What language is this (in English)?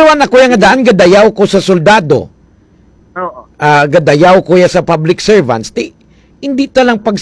Hiligaynon